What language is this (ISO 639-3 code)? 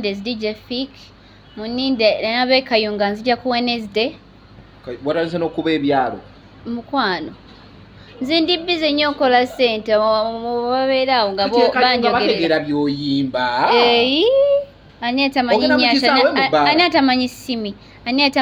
lug